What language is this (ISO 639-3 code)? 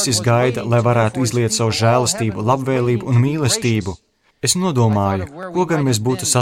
lav